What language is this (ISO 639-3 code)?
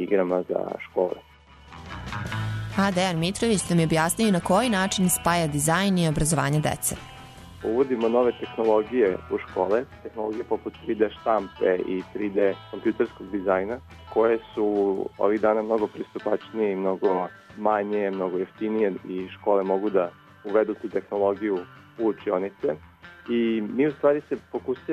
srp